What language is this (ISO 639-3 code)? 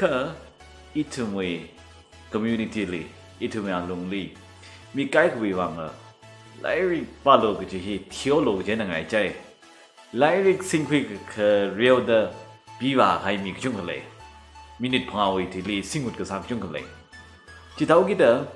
nmf